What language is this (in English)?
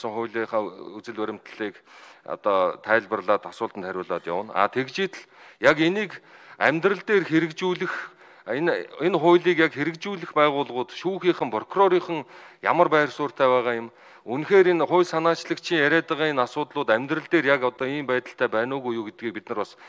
Mongolian